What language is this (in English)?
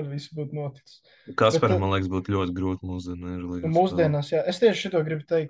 Latvian